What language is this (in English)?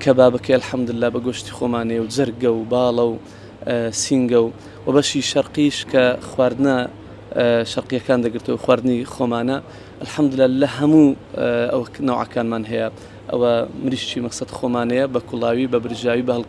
Central Kurdish